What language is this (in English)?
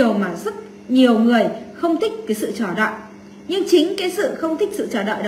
Vietnamese